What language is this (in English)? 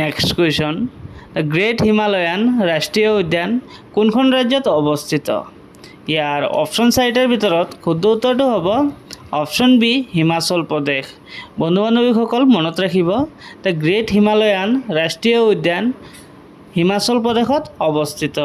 Assamese